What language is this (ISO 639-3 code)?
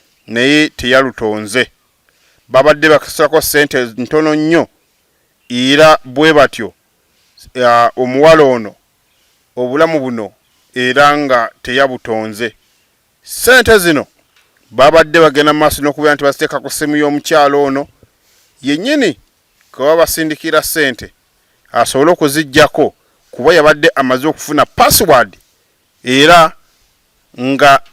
lug